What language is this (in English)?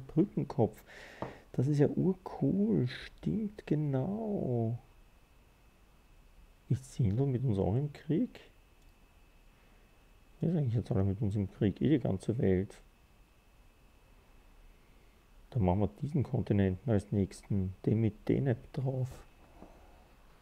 German